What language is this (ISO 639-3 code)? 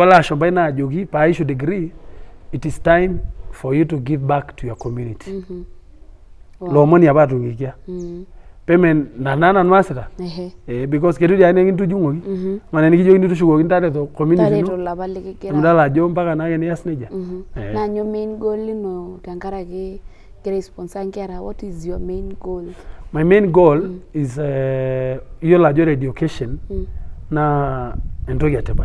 mas